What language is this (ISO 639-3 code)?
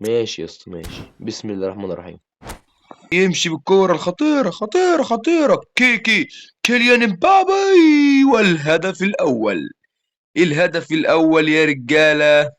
arz